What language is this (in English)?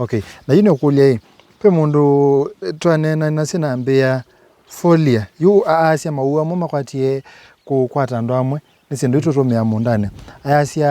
Kamba